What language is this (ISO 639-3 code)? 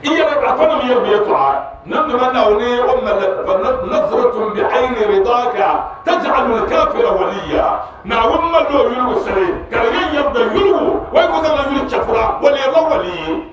dag